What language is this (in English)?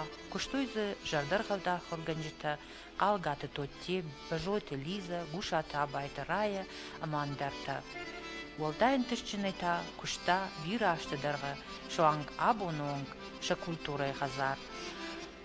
Ossetic